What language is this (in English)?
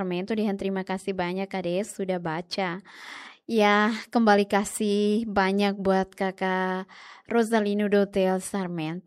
Tetum